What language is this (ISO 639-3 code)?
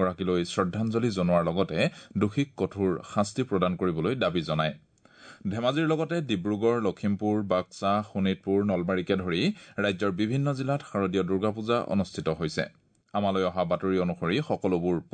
asm